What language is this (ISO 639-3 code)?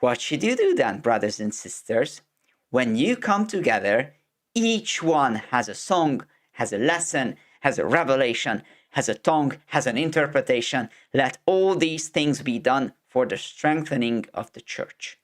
eng